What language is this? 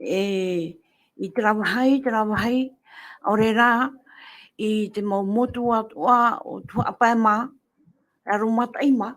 Tahitian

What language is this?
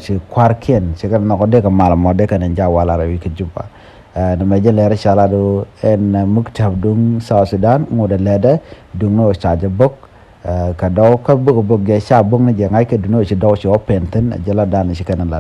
Nuer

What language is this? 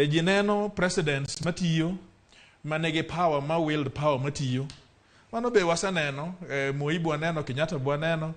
Luo (Kenya and Tanzania)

